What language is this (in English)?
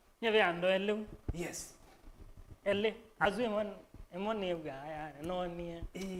Kamba